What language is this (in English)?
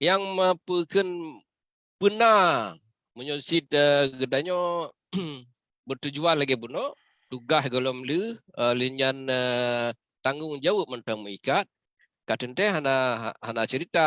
Achinese